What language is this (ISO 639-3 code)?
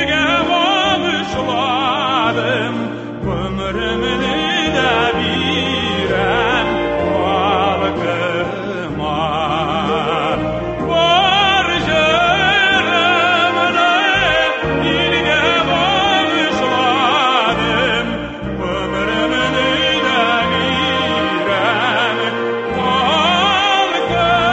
tat